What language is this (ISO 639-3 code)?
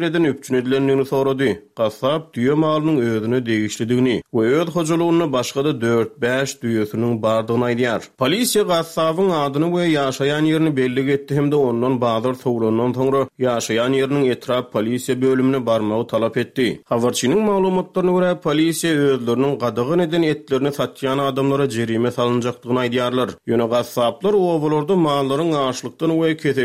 tuk